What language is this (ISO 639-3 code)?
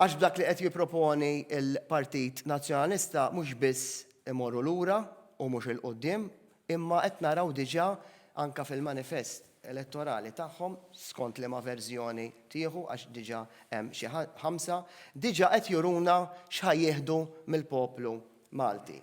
mlt